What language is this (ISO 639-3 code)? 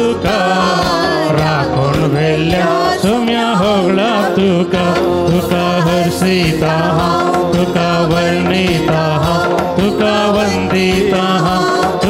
kok